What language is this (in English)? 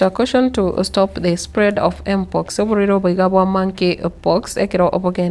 Gusii